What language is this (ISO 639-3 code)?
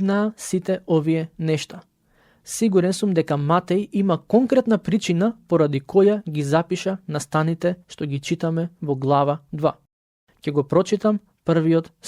mkd